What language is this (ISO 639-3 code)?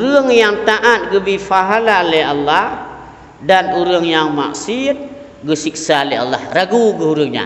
ace